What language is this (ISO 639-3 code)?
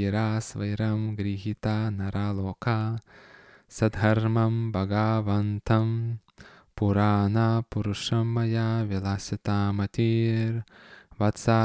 lit